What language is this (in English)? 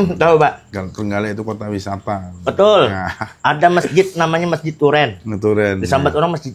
Banjar